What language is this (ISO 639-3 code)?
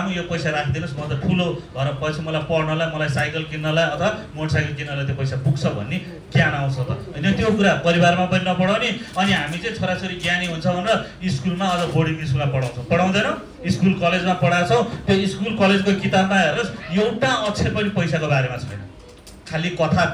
nep